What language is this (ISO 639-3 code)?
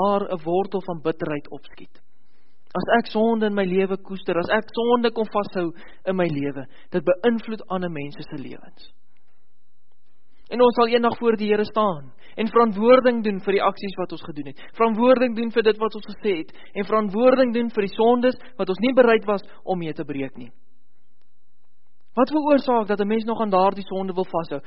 afr